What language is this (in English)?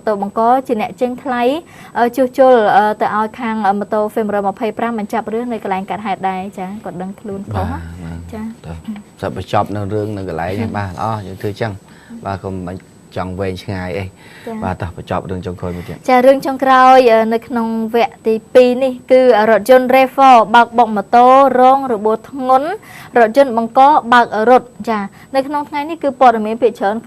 Khmer